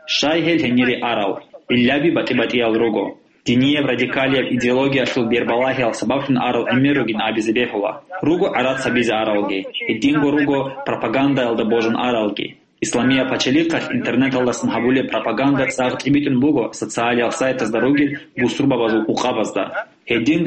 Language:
Avaric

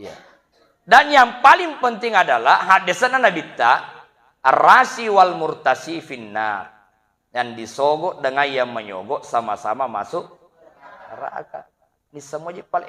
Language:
Buginese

